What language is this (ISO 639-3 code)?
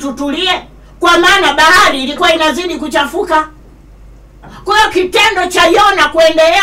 swa